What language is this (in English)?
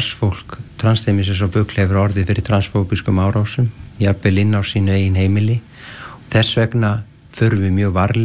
Icelandic